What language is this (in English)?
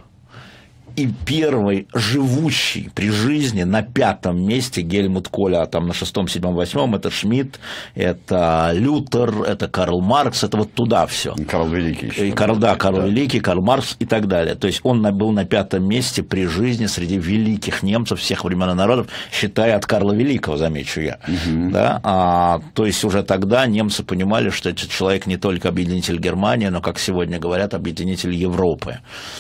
Russian